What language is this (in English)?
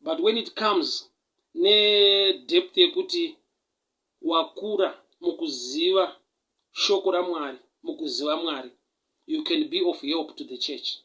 Shona